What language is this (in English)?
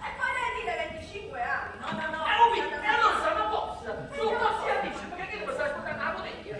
Neapolitan